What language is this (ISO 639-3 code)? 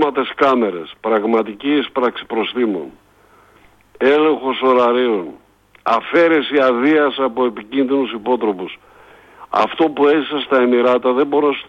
ell